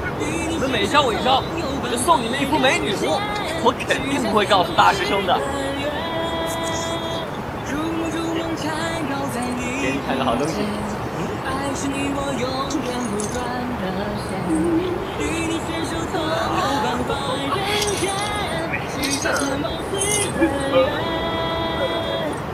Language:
Chinese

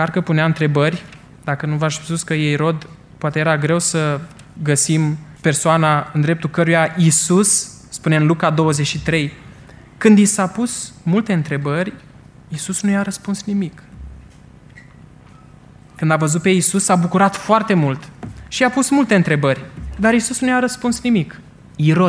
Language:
Romanian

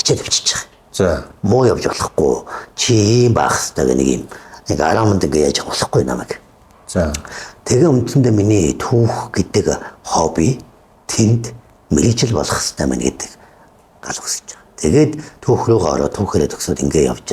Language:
Mongolian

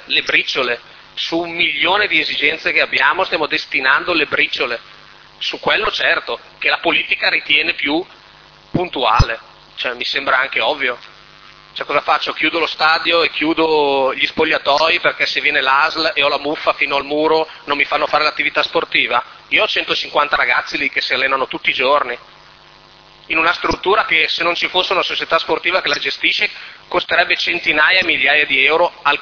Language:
Italian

